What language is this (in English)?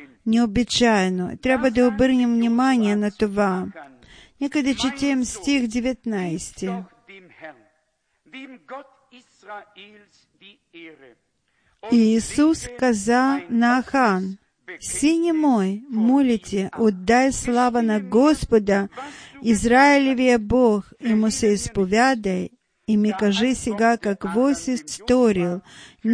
Bulgarian